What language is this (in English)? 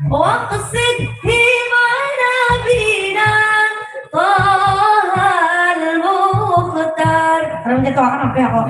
Banjar